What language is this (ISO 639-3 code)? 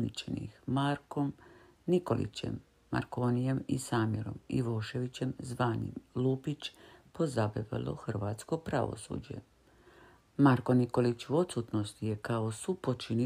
hrv